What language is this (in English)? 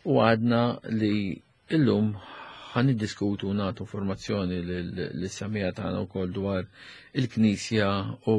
Maltese